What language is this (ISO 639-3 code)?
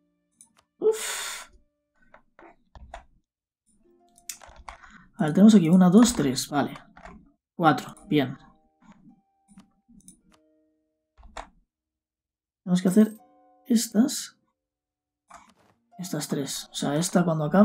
spa